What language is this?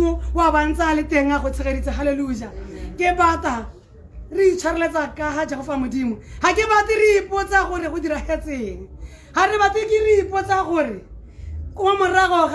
Tswana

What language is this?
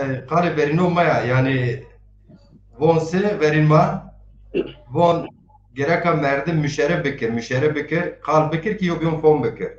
Zaza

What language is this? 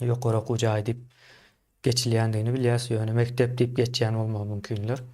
Turkmen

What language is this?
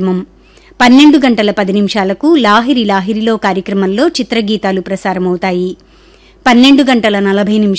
Telugu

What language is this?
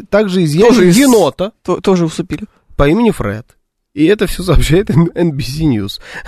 Russian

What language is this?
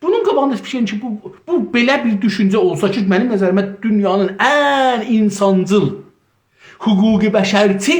South Azerbaijani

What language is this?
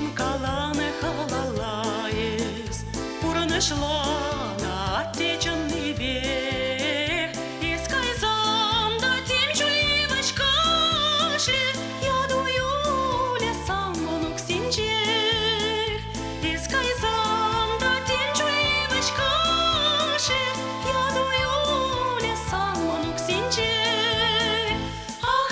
Chuvash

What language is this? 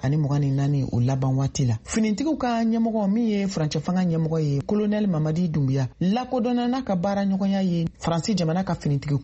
Bambara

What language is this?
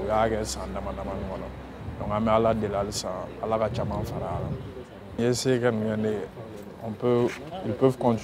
Bambara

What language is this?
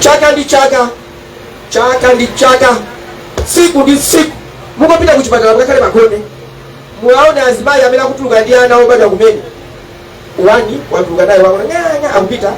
Nyanja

